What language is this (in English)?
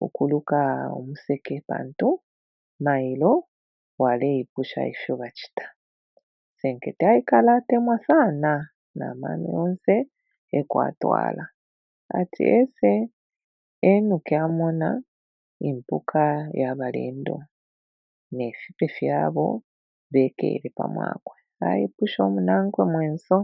Bemba